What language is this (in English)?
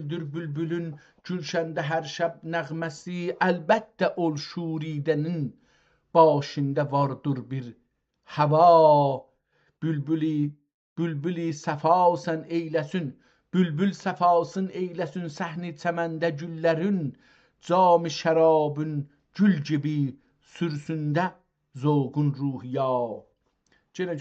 South Azerbaijani